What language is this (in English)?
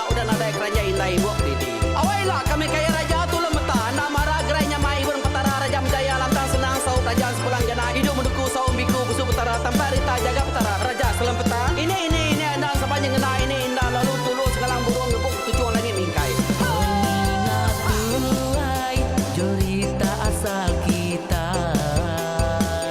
Iban